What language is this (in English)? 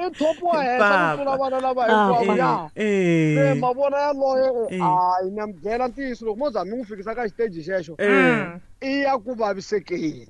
Tsonga